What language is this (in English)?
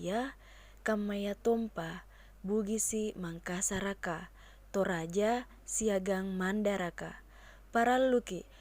Makasar